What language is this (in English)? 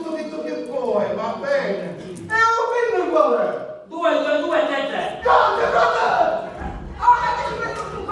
Sicilian